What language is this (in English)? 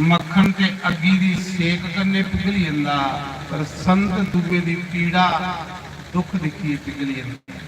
Dogri